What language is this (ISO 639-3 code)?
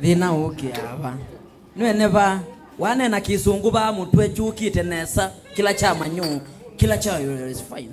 kam